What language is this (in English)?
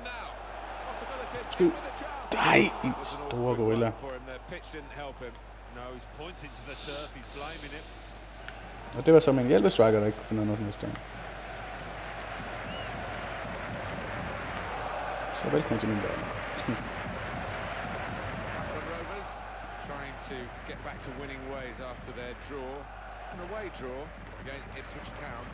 Danish